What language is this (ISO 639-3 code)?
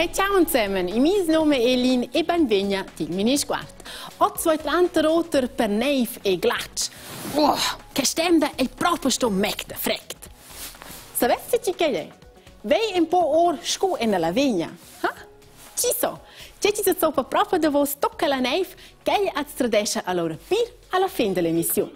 roh